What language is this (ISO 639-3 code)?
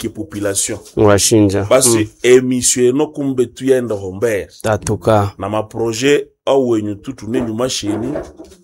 swa